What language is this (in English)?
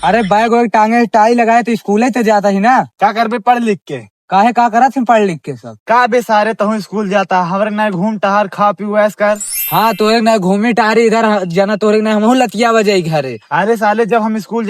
Awadhi